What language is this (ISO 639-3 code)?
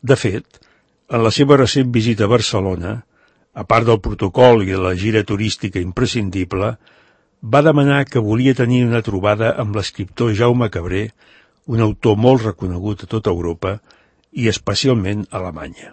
cat